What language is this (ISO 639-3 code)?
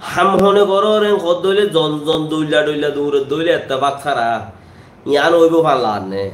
rhg